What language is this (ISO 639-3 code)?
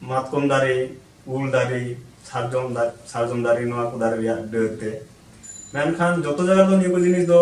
sat